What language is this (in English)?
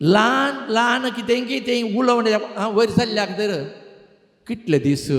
Konkani